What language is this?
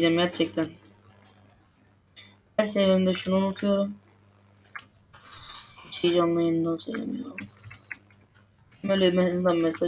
Turkish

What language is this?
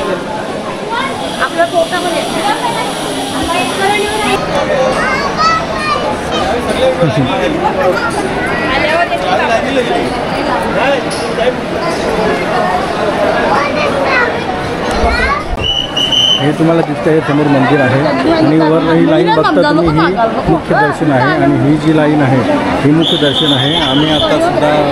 Marathi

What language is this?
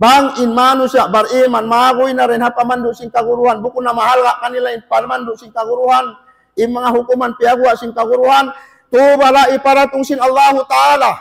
Tausug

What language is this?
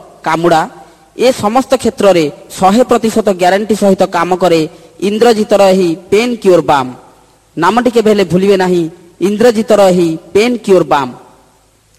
Odia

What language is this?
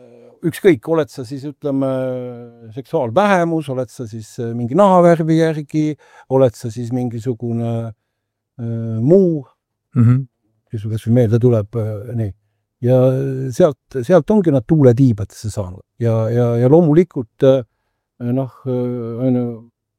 Estonian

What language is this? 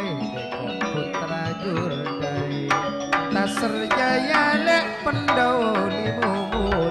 Madurese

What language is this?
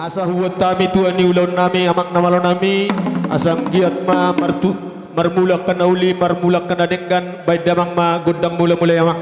Batak Toba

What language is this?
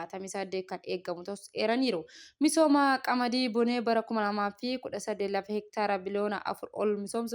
Oromo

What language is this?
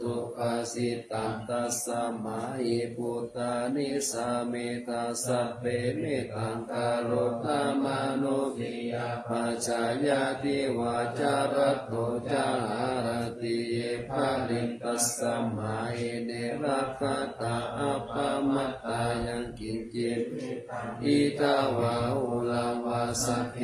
Pali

